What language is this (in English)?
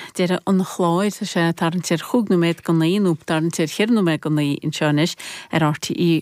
Irish